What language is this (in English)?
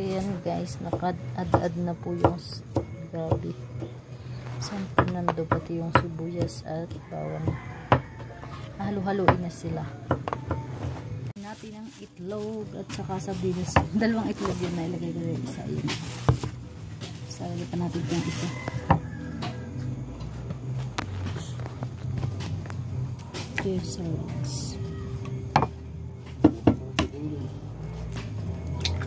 Filipino